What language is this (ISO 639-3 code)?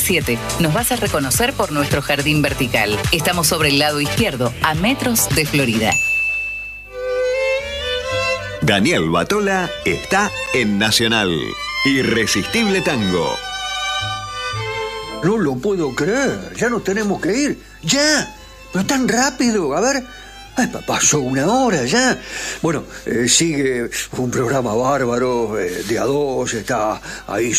spa